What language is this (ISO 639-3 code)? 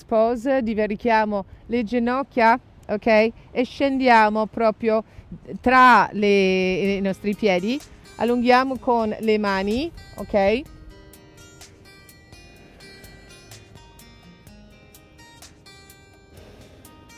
ita